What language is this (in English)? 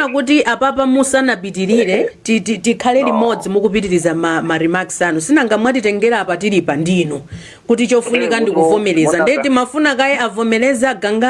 Nyanja